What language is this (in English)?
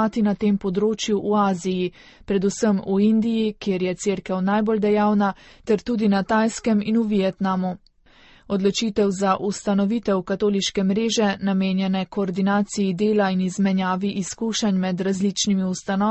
Slovenian